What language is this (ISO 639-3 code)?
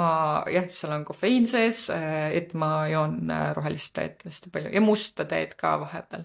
est